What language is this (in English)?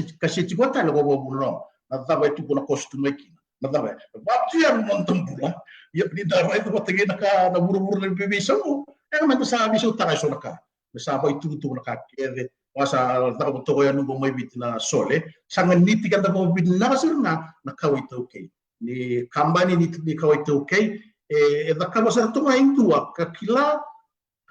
Fijian